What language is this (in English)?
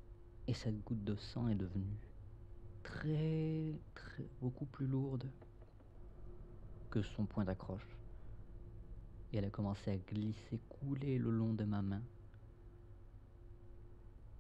French